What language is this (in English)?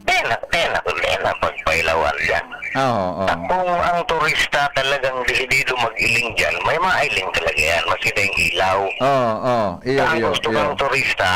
Bikol